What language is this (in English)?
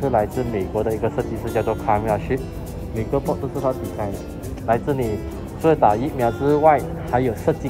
Chinese